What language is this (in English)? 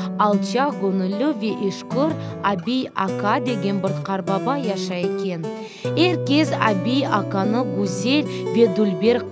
Crimean Tatar